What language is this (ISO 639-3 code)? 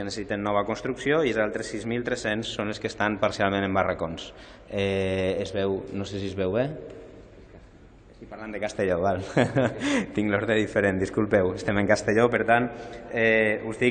cat